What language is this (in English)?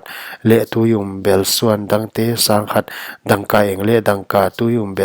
Paite Chin